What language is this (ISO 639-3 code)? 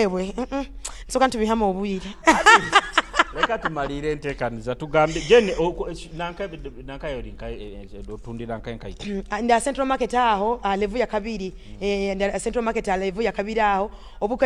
nyo